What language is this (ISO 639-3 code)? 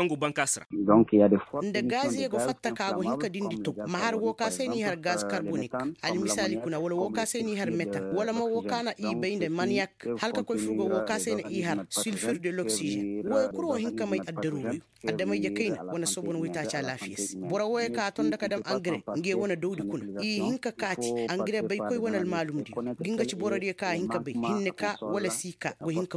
ses